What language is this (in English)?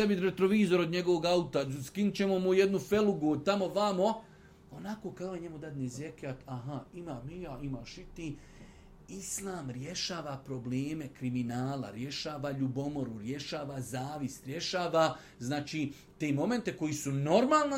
Bosnian